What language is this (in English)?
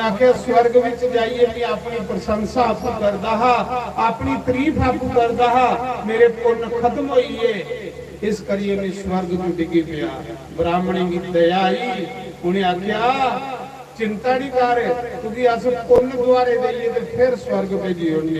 Dogri